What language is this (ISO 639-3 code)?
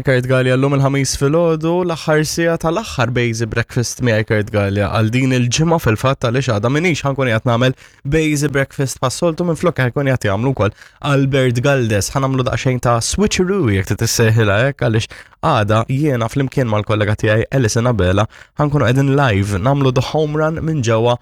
mlt